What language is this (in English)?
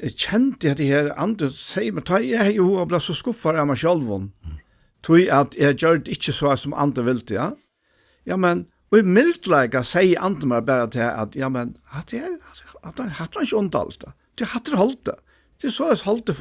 Faroese